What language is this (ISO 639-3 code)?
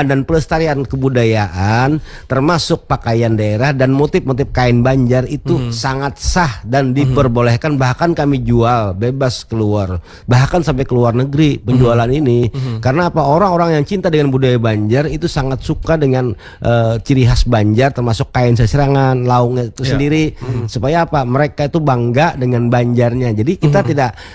ind